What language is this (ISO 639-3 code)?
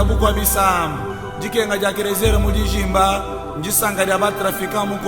lua